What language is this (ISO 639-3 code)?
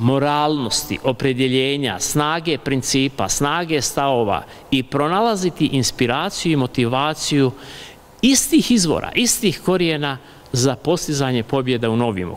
bos